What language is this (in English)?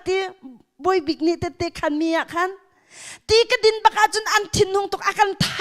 Hakha Chin